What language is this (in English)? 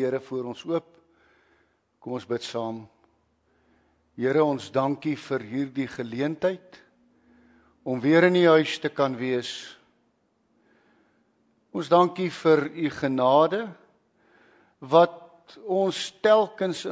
Afrikaans